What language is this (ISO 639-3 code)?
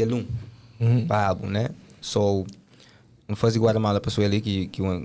kea